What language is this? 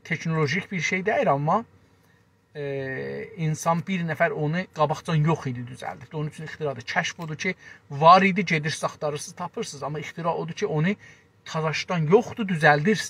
South Azerbaijani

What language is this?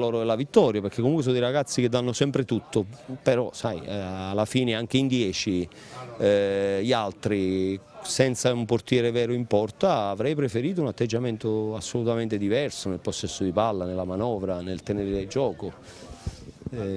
Italian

